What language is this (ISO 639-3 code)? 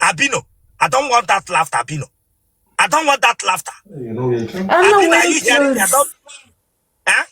ibo